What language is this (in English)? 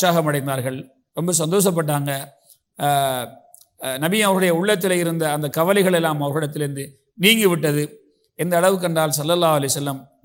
Tamil